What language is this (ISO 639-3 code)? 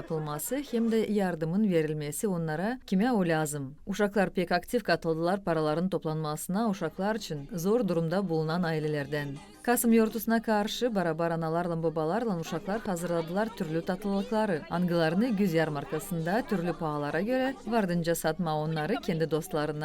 gag